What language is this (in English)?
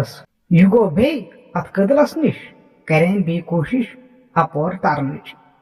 Kashmiri